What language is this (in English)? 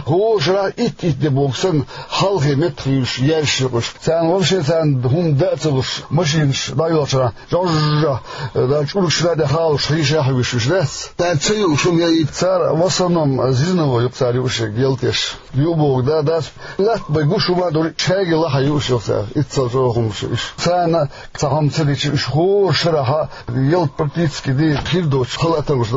Chechen